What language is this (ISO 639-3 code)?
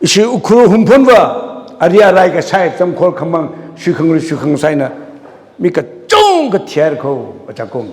nmf